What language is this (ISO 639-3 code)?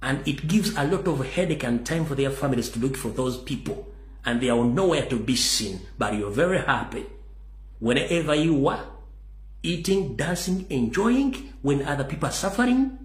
lug